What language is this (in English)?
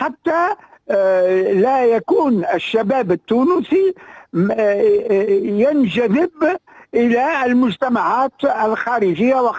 Tunisian Arabic